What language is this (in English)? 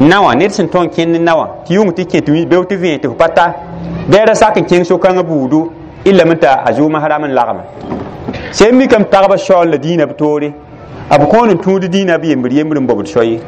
Mossi